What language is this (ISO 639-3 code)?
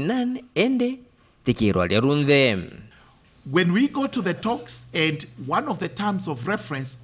mer